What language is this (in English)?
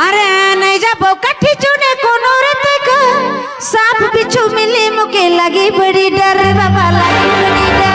Sadri